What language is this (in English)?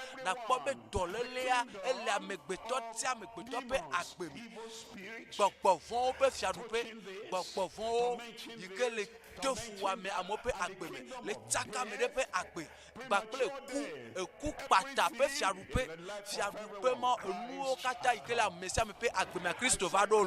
Ewe